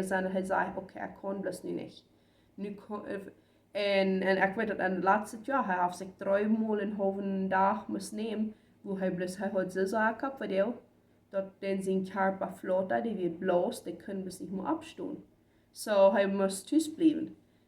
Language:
Plautdietsch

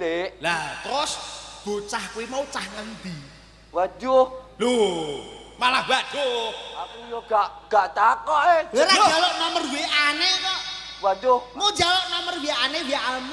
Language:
Javanese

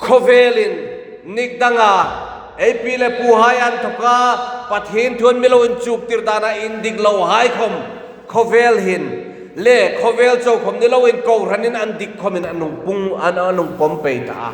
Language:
Hmar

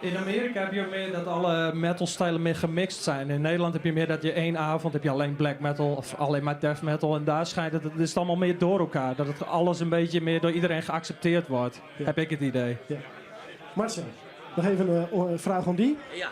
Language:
Western Frisian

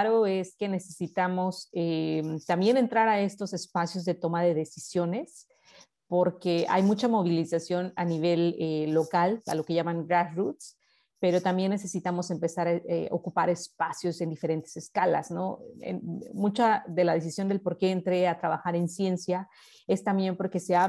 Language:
Spanish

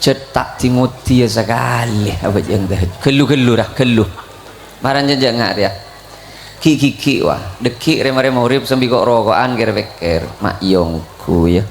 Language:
Madurese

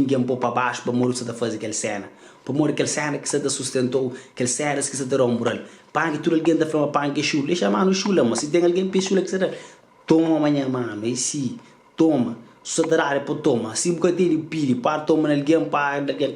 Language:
Kabuverdianu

